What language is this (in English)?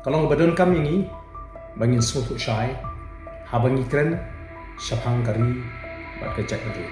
Khasi